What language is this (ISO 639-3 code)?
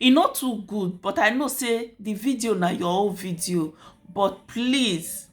pcm